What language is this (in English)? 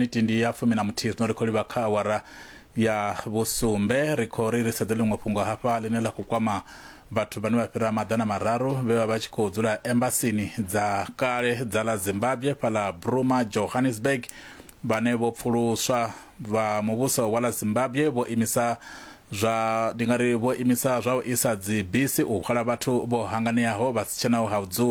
Venda